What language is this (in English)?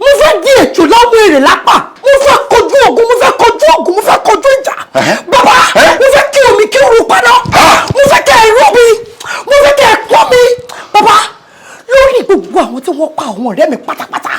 Yoruba